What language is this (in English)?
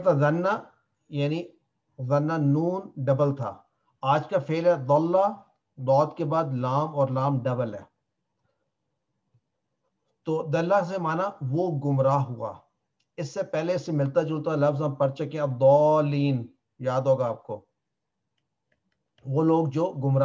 Urdu